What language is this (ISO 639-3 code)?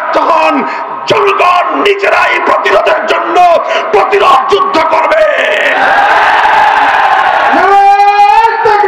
ben